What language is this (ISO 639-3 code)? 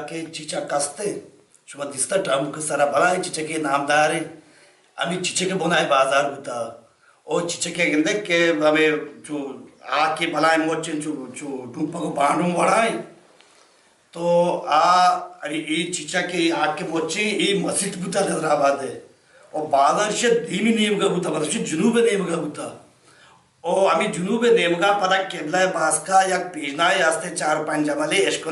bal